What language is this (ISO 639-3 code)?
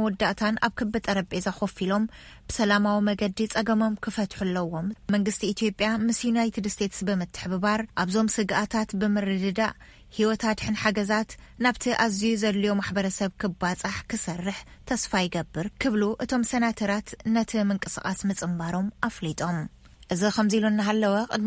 tir